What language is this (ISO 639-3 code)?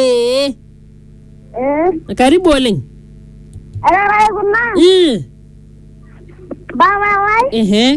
swa